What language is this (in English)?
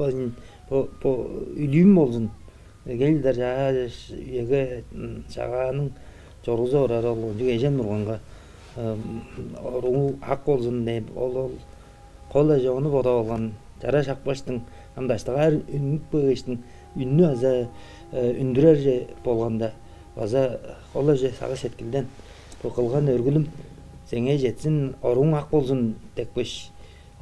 Tuvinian